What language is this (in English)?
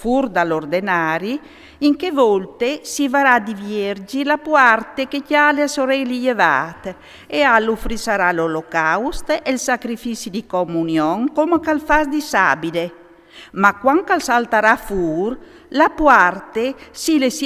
Friulian